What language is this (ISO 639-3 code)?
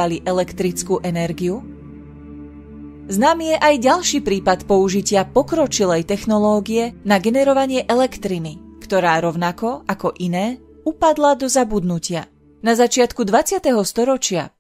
slk